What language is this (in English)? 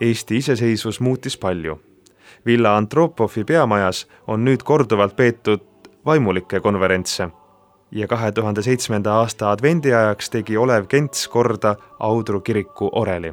Estonian